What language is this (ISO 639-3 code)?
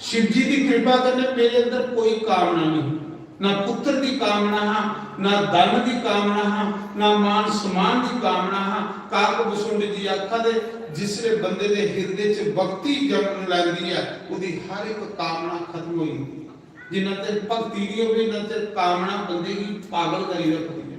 doi